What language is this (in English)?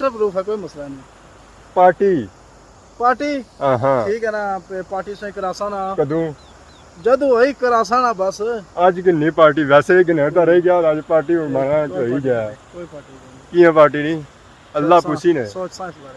Pahari-Potwari